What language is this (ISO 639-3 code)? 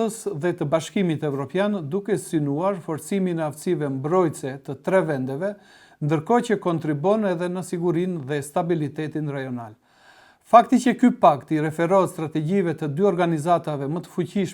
sqi